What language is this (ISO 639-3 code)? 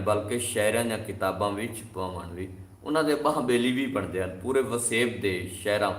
skr